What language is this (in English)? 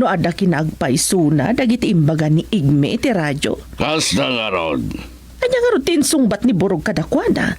Iloko